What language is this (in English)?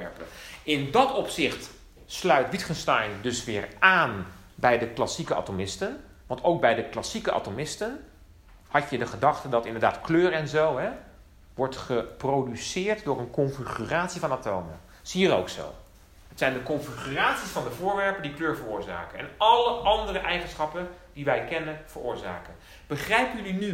Dutch